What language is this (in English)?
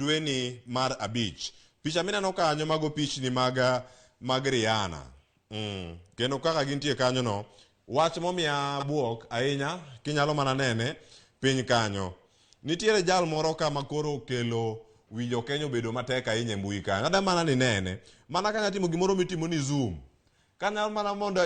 Luo (Kenya and Tanzania)